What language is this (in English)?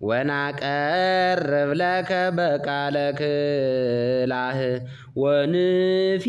Geez